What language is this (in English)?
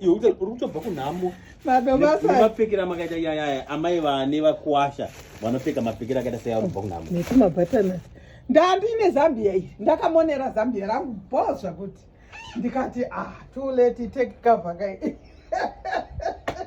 Shona